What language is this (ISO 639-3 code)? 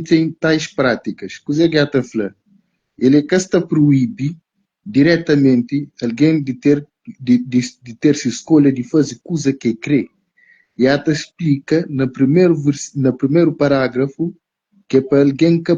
kea